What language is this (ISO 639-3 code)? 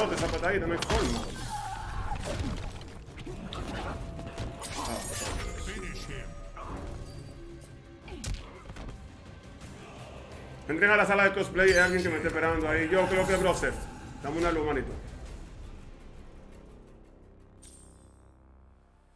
spa